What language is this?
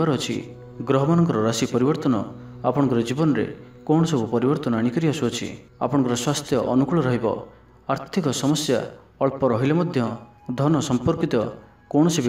Odia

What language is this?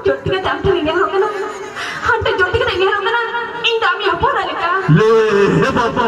Santali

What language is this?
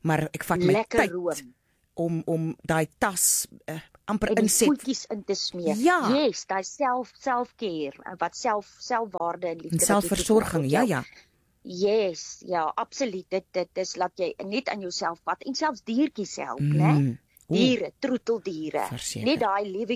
Afrikaans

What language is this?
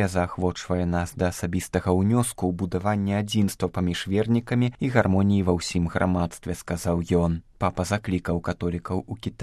Belarusian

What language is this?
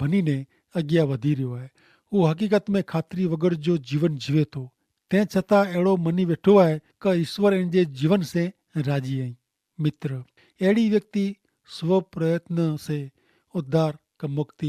Kachhi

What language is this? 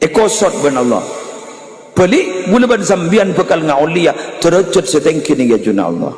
Madurese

